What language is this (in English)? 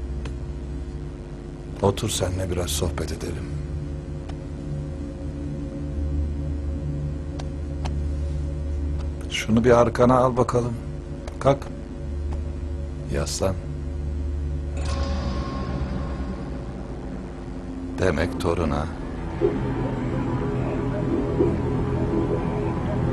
Turkish